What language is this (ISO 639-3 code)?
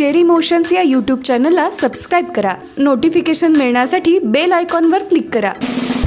mar